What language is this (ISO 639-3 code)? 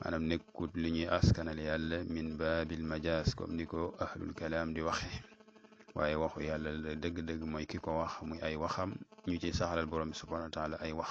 wol